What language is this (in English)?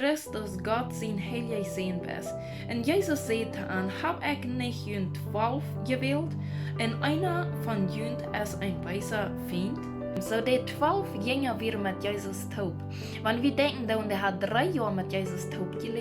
Plautdietsch